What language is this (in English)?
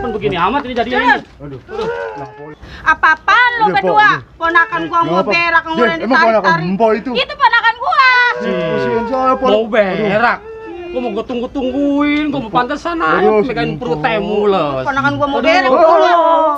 Betawi